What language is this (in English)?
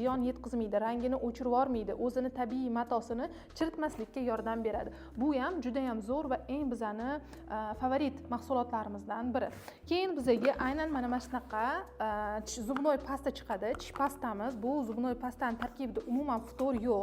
Uzbek